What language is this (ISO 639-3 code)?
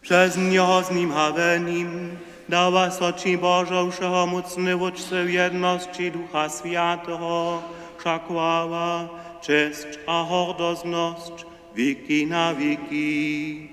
hsb